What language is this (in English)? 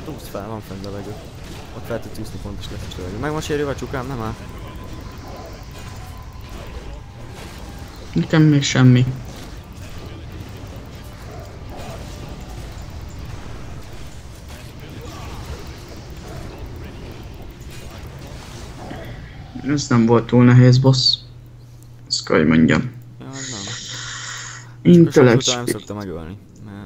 Hungarian